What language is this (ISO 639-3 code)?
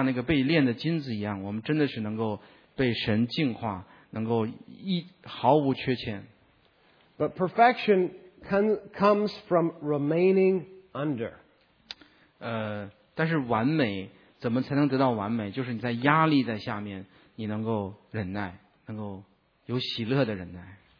zho